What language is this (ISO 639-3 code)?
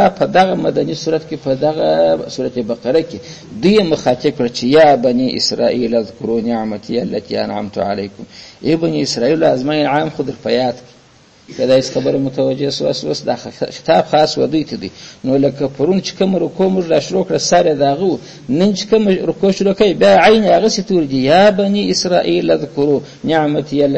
pus